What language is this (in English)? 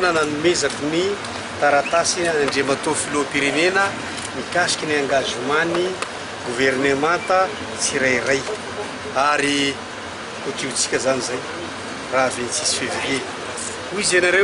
Malagasy